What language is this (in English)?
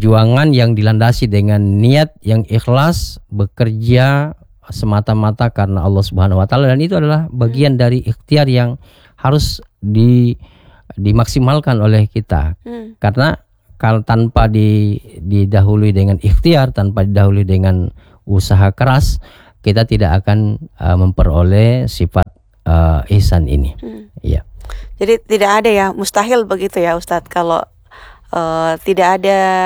Indonesian